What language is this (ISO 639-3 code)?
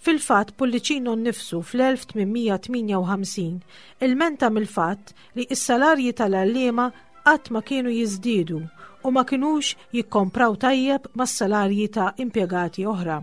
mlt